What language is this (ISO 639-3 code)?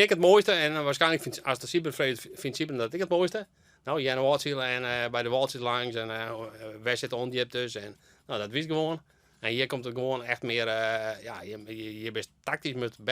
fry